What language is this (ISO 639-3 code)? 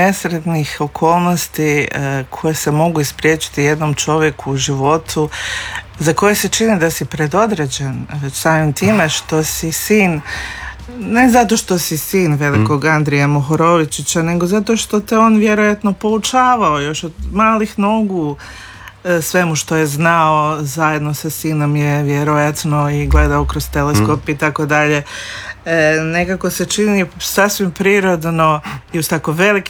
hrv